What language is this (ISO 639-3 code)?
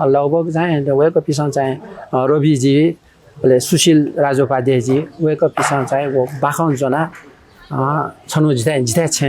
new